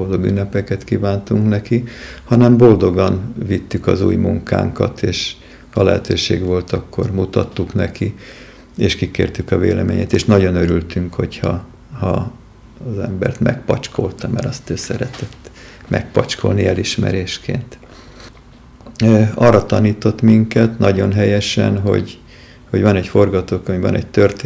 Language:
Hungarian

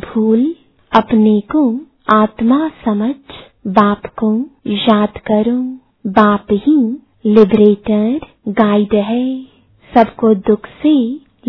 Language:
Hindi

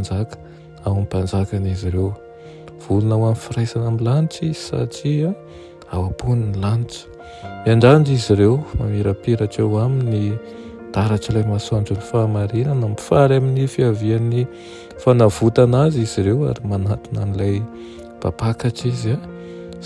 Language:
Malagasy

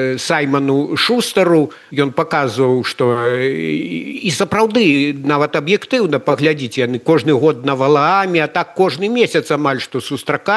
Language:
Belarusian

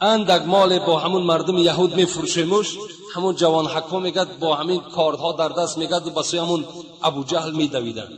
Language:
Tajik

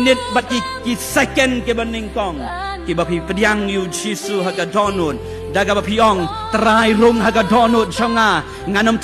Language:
Khasi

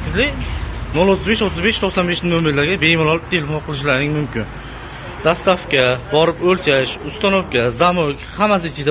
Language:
Uzbek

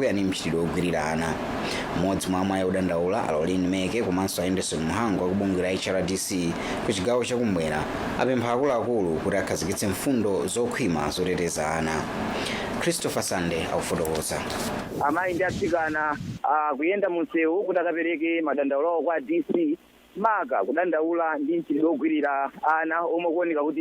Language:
Nyanja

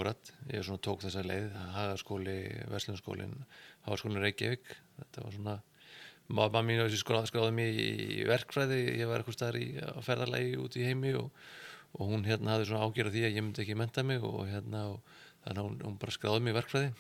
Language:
Icelandic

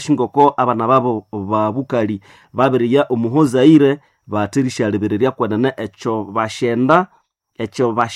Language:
Nande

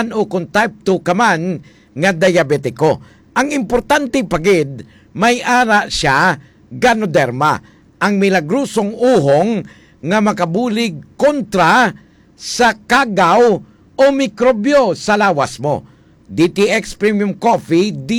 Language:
Hiligaynon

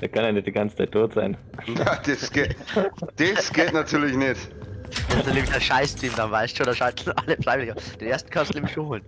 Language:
Bavarian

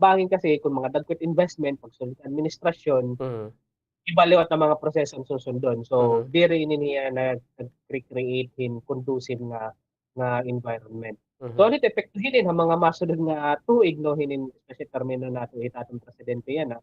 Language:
Waray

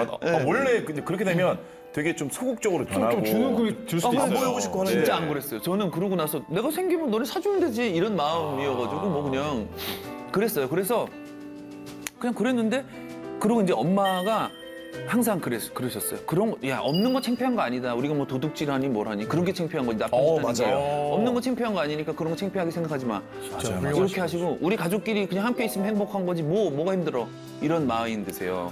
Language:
Korean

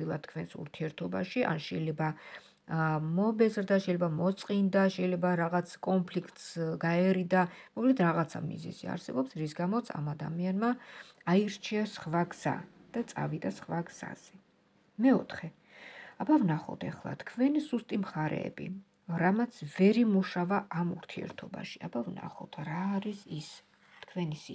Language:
Georgian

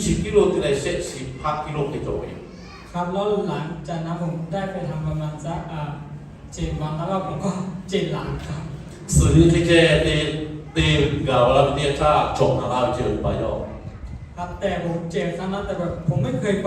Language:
Lahu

